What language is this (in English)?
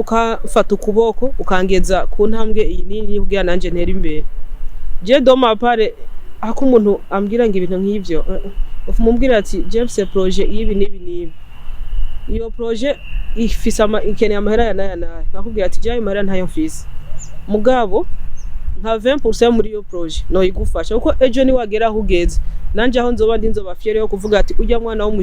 Rundi